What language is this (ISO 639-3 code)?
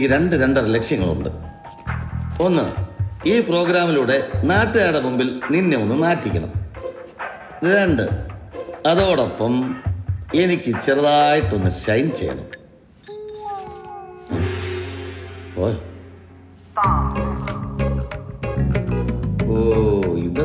mal